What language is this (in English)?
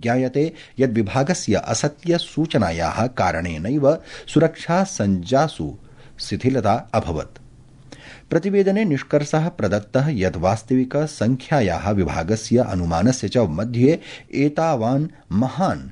Sanskrit